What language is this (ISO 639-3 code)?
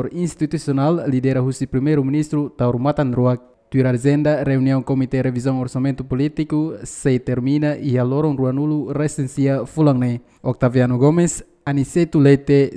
tet